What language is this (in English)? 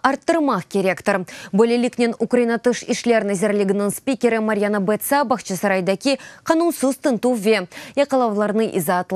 Crimean Tatar